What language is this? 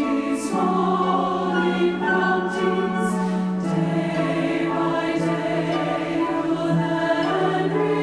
Tahitian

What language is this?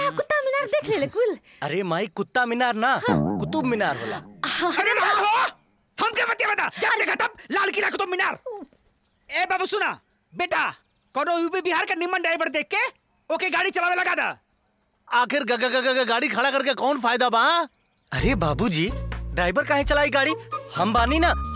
Bhojpuri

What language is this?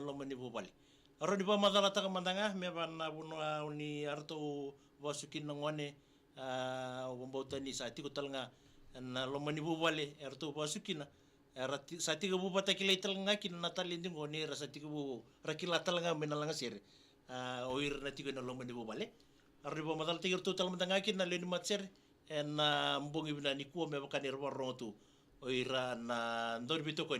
Fijian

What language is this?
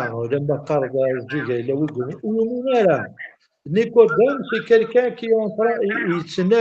Kabyle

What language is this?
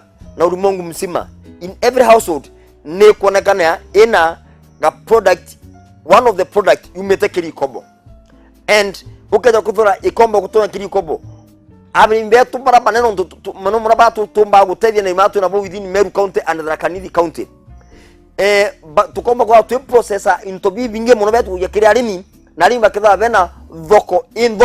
Meru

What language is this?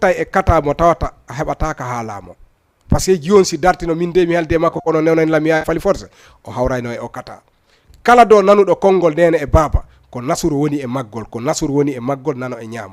Fula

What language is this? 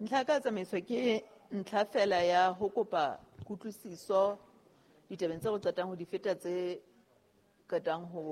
Southern Sotho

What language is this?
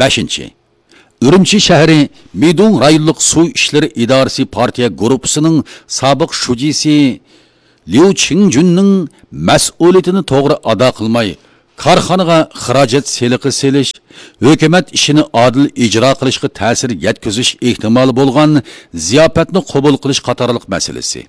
Uyghur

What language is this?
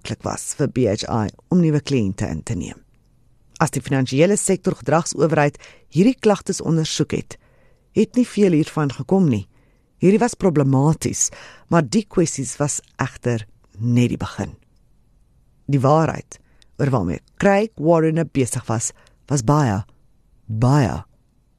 Afrikaans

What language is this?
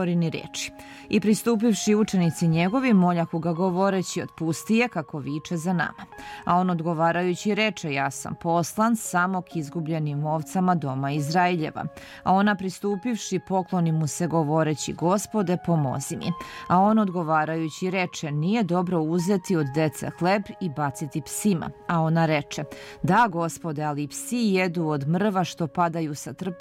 Serbian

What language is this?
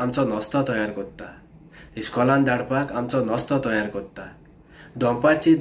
Konkani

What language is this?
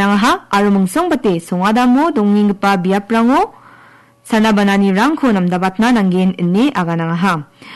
Garo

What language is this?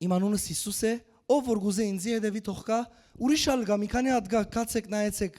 Western Armenian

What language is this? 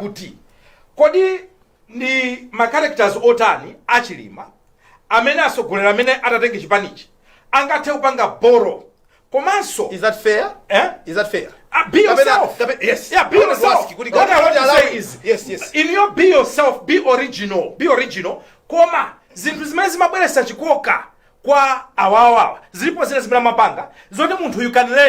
Nyanja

